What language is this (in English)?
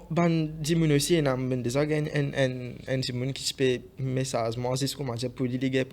Morisyen